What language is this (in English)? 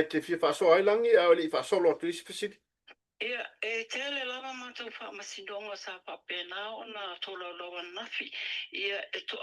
Samoan